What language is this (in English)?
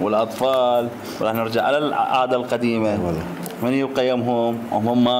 Mesopotamian Arabic